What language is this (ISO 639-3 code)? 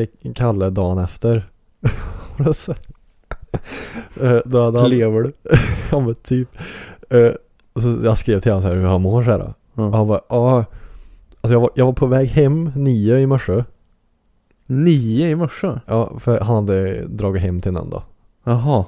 swe